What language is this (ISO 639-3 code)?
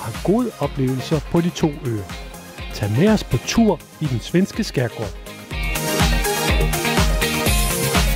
dan